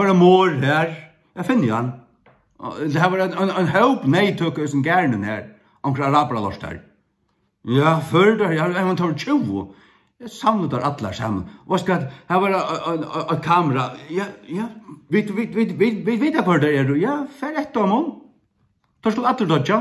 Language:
Faroese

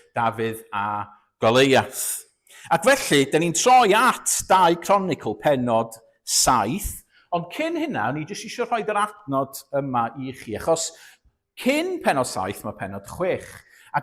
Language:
Welsh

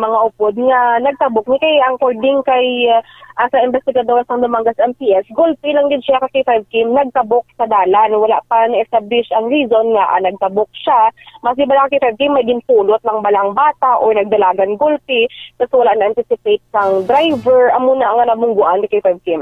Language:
Hiligaynon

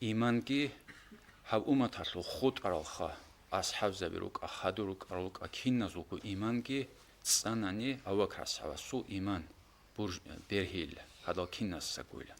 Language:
Avaric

